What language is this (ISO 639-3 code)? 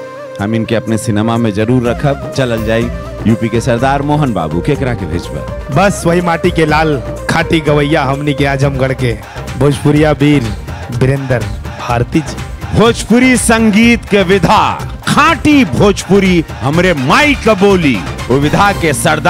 bho